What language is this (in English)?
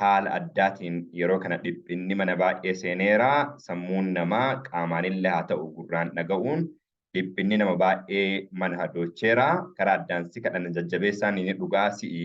Oromo